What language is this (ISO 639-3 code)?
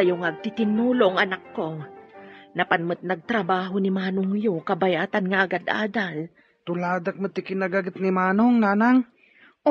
ilo